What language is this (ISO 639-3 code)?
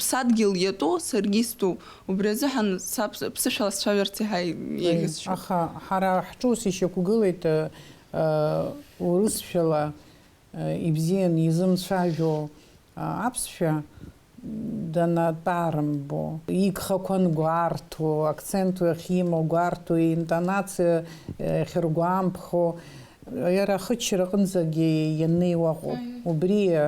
abk